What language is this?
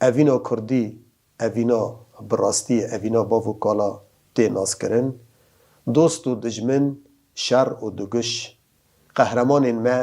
Kurdish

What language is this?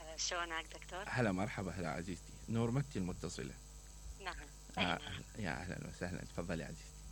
Mesopotamian Arabic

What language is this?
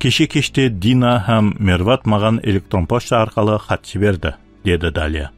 Kara-Kalpak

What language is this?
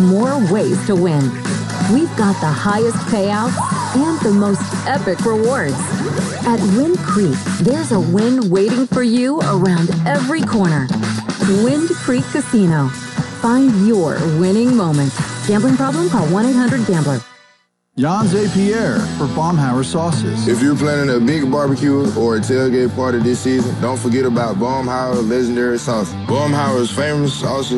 English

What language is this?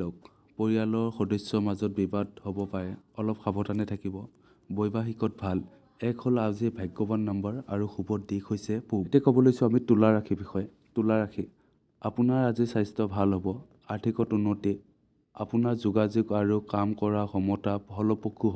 Assamese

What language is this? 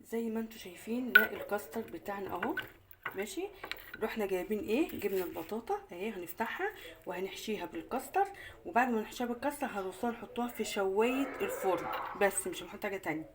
Egyptian Arabic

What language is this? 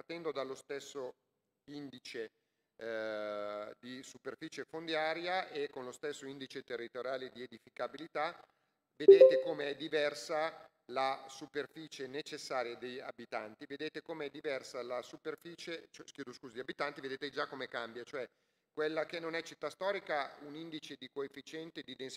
Italian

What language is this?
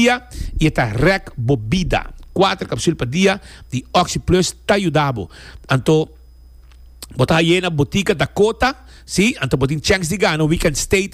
Papiamento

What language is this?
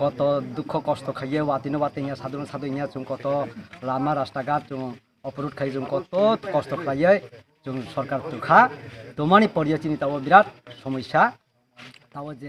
Kok Borok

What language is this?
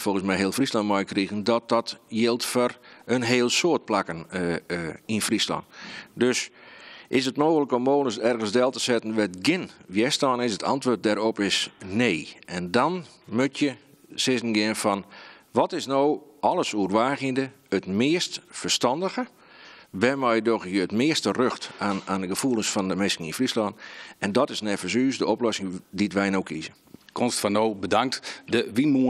Western Frisian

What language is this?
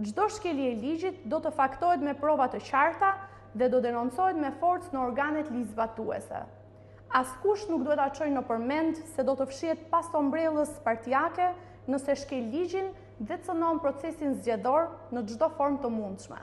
Albanian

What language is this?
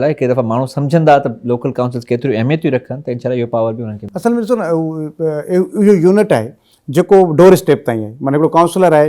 Sindhi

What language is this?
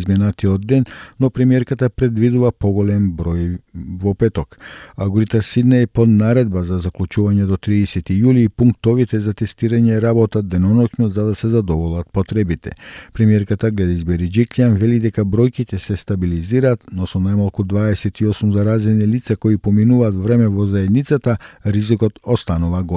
Macedonian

